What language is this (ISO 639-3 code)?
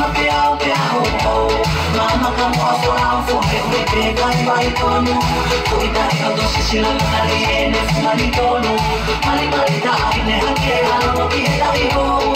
ton